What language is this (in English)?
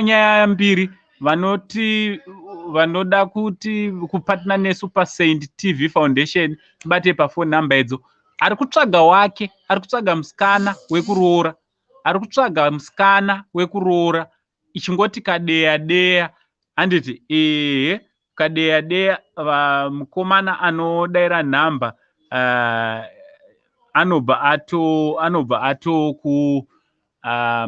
Shona